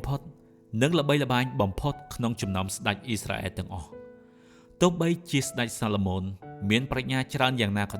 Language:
Khmer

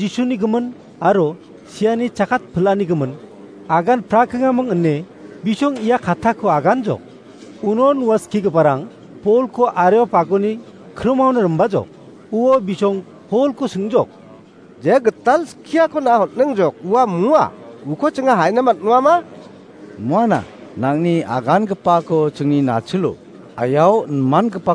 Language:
Garo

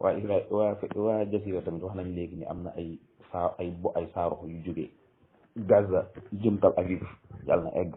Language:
Wolof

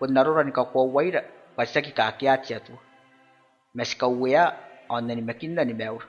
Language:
Gilbertese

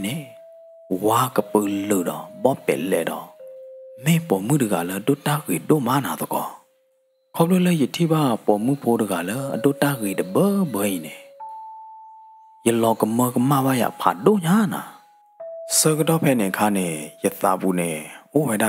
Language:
S'gaw Karen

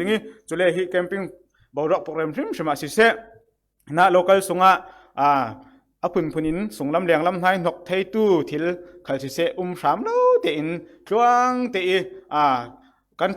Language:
Falam Chin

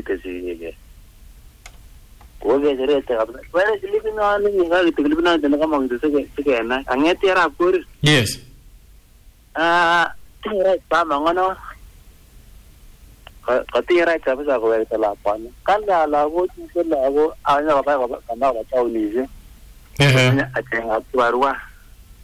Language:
Swahili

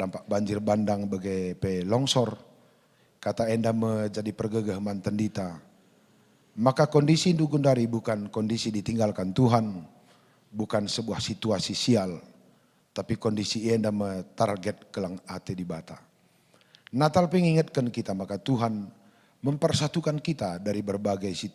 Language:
Batak Karo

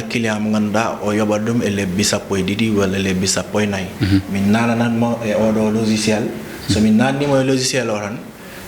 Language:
Fula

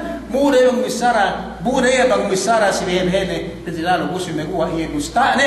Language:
Yakan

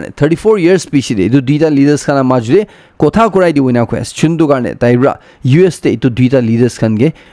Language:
Naga Pidgin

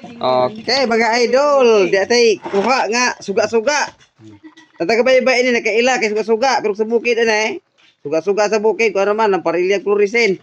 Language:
Cebuano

